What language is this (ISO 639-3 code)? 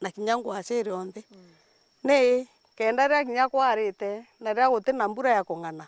mer